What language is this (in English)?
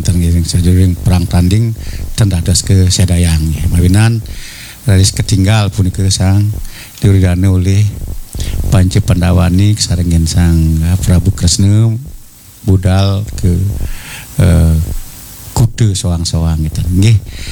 Balinese